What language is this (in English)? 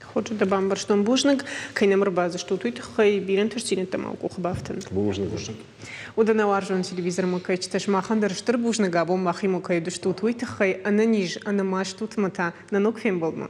Ossetic